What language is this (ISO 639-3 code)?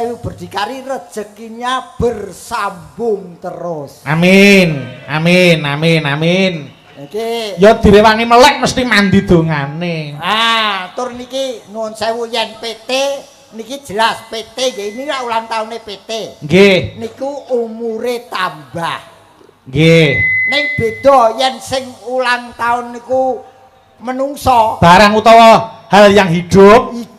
jav